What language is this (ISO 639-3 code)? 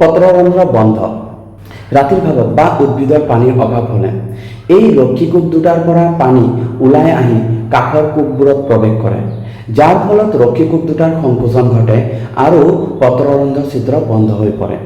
asm